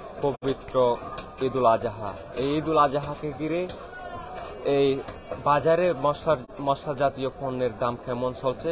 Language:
Bangla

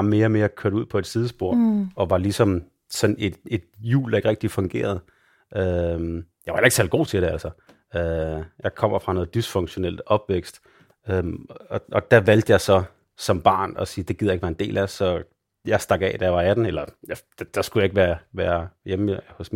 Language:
Danish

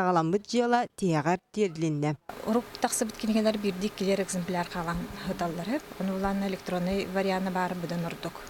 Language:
Yakut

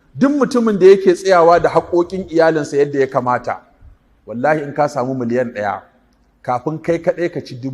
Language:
Hausa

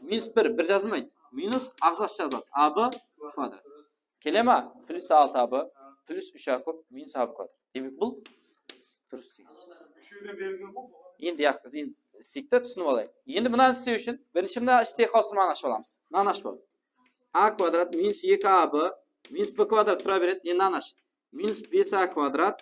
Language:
Kara-Kalpak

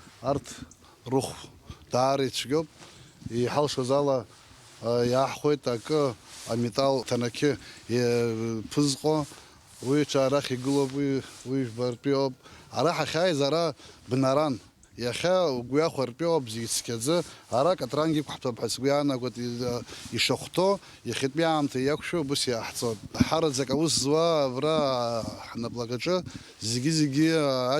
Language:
Abkhazian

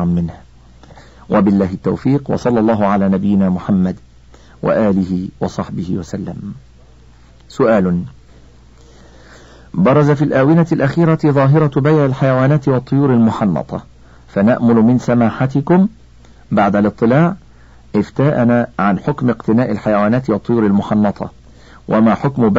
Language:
Arabic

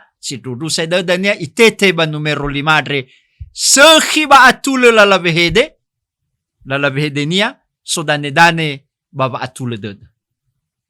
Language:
Nias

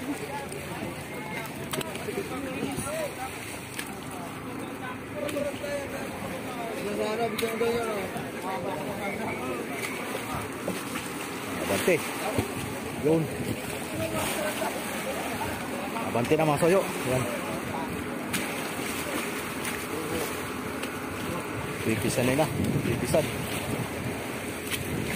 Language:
Filipino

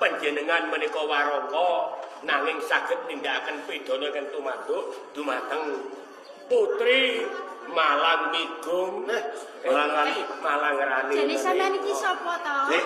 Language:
Javanese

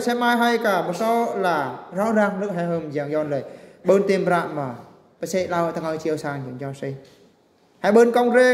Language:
Eastern Bru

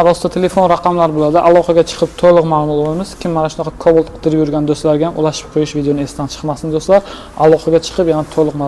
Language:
Uzbek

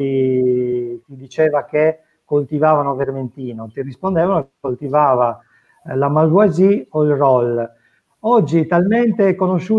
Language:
Italian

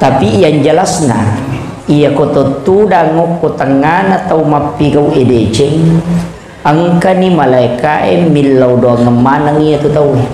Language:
Buginese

